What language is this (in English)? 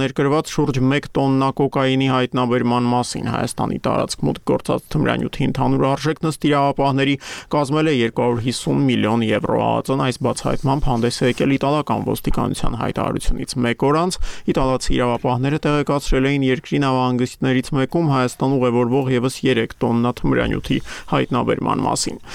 Armenian